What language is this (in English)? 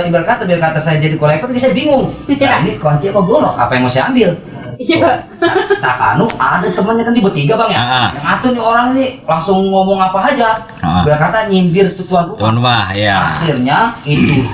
Betawi